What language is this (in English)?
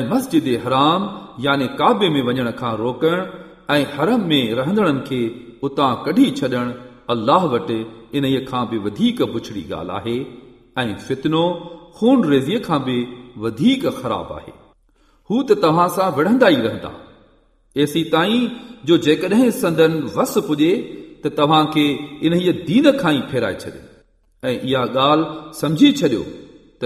Sindhi